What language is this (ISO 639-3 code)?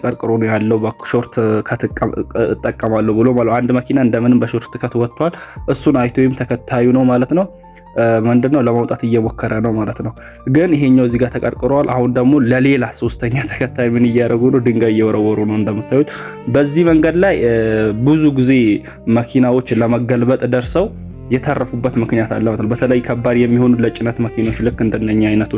amh